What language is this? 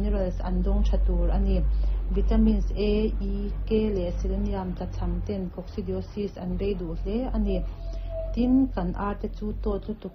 Mizo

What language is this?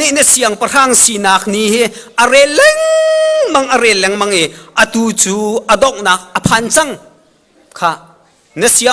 Hakha Chin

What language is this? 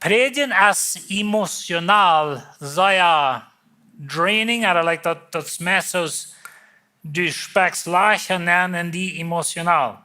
Plautdietsch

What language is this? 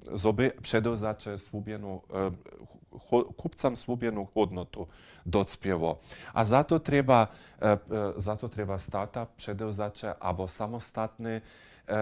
Upper Sorbian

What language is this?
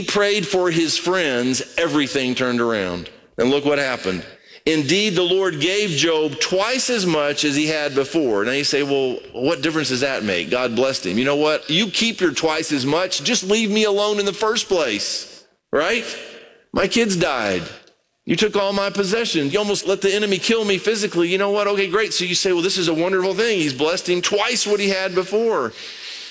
English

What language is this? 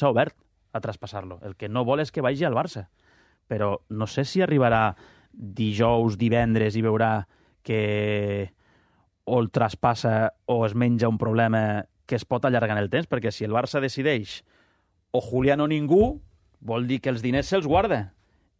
Catalan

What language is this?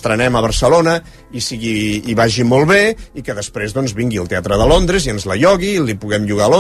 Catalan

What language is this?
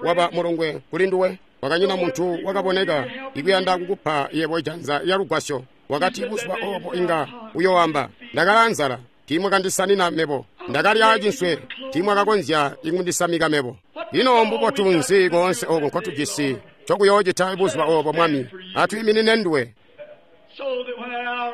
Tonga (Zambia)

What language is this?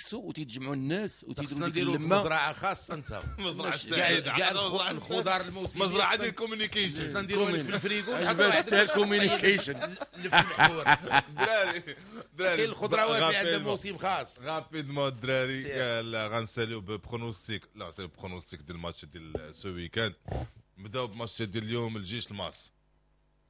Moroccan Arabic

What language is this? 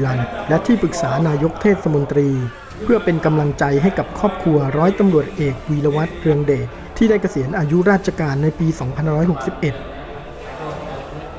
Thai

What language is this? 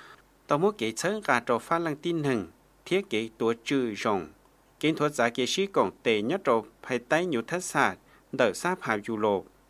Lao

